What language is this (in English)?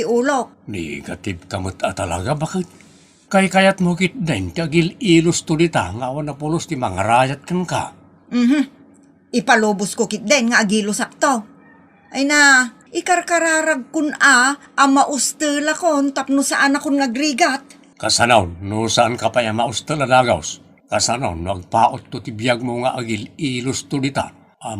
Iloko